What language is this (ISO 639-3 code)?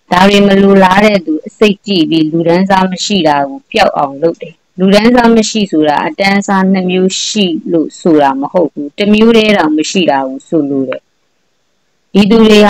mya